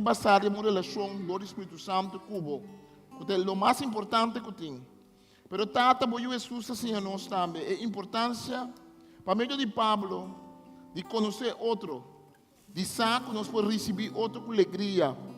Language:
Papiamento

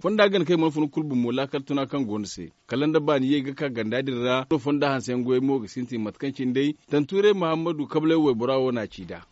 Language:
Zarma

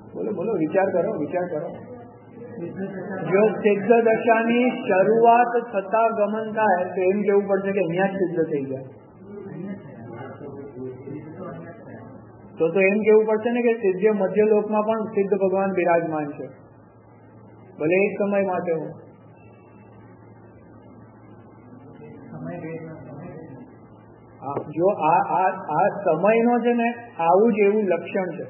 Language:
Gujarati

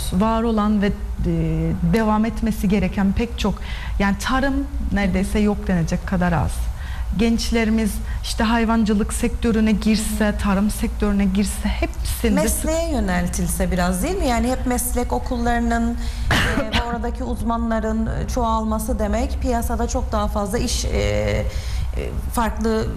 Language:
Turkish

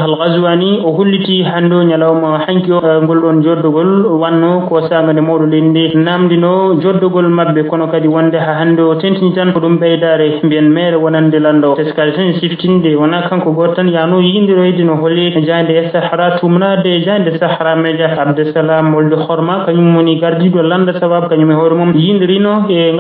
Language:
Fula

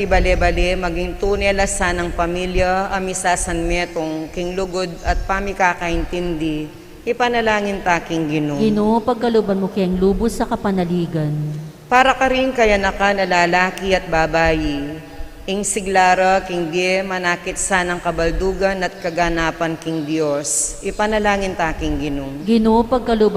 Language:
Pampanga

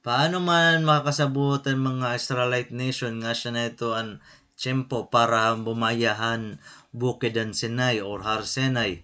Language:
Waray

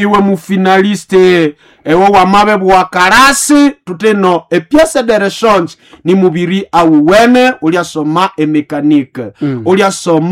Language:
Nande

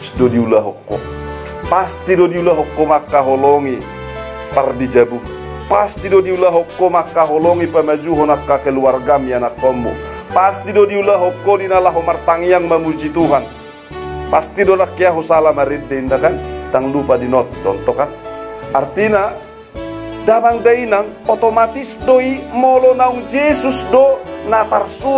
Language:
Batak Toba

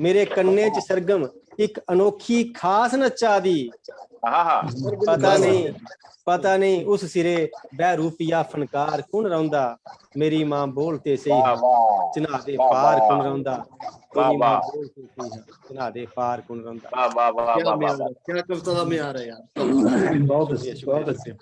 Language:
Dogri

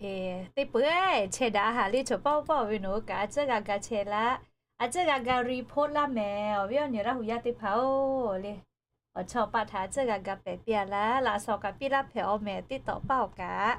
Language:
Lahu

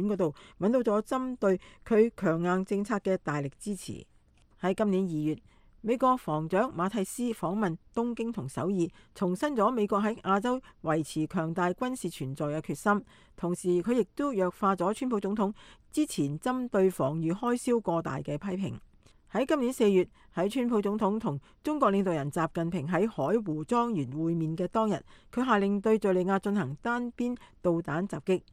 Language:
Cantonese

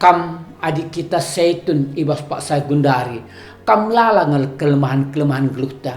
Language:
Batak Karo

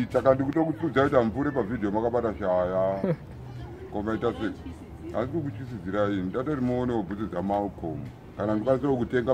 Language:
Shona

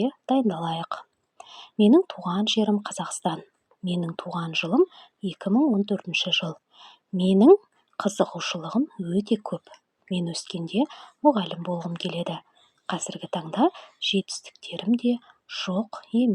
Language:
Kazakh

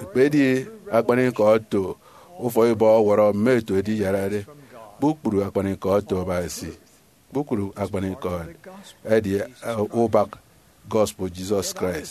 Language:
Efik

